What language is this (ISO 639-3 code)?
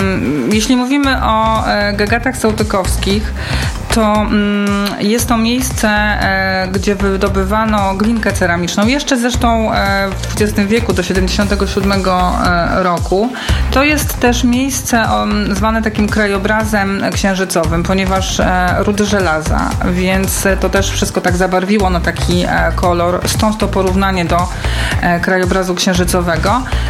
pol